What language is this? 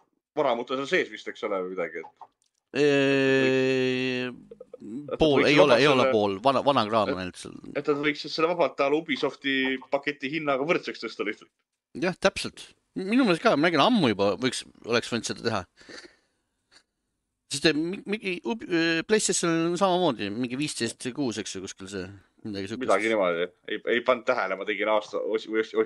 Estonian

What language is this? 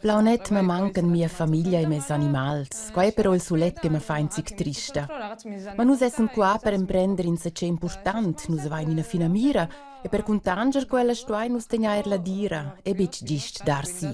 Romansh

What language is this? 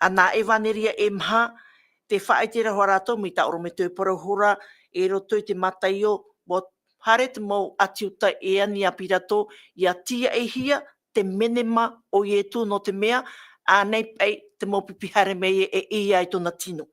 Tahitian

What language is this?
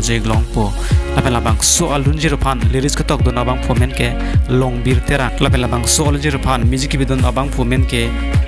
Karbi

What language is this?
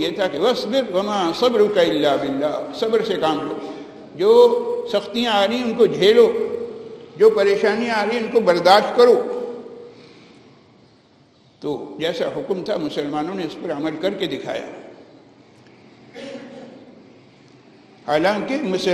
Urdu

